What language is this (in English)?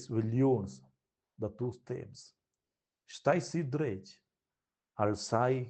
Romansh